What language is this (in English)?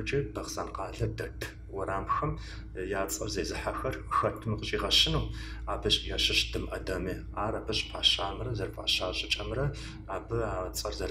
Kabardian